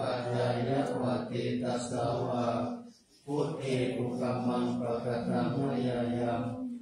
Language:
Pali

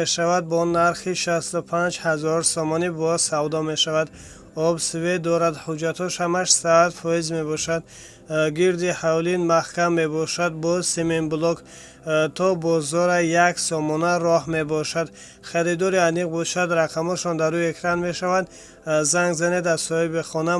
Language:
Tajik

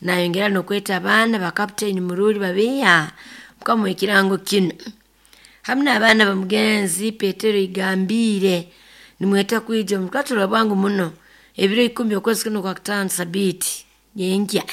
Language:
Nyoro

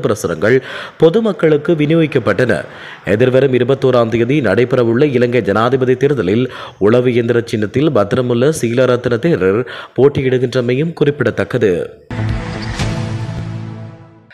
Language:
Tamil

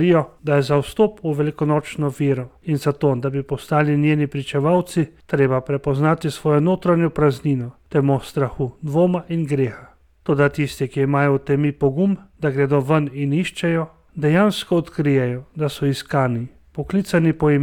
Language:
Slovenian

